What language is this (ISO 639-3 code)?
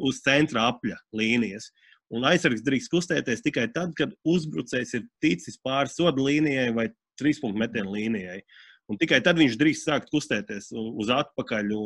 lav